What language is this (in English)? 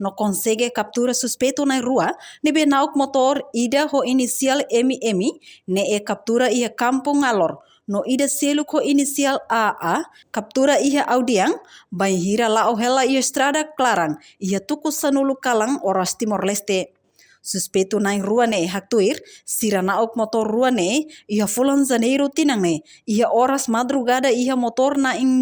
Tetum